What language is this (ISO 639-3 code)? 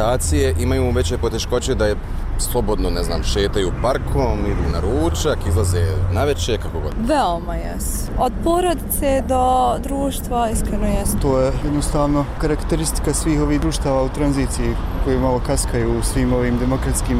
bos